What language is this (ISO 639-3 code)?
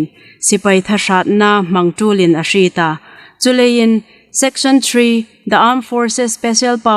hmr